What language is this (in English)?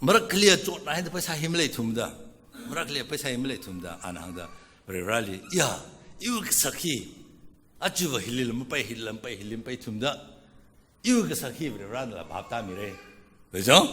Tangkhul Naga (India)